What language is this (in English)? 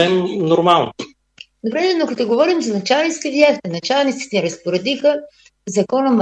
Bulgarian